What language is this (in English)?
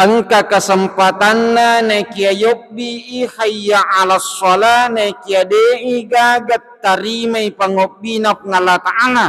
Buginese